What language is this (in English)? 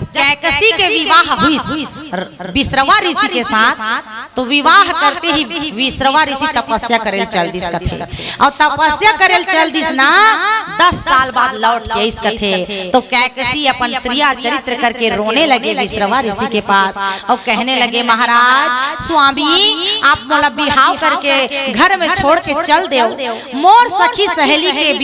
Chhattisgarhi